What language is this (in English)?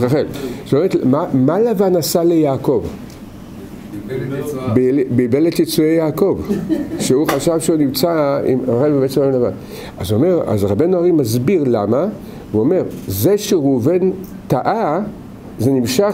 Hebrew